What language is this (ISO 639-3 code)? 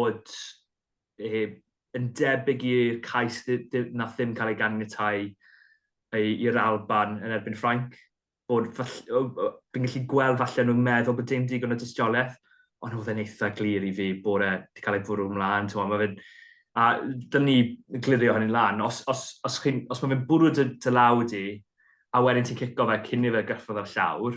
cym